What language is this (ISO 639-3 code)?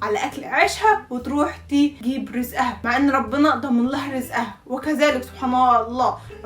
arz